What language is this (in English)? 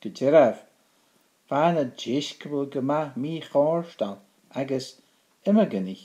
Scottish Gaelic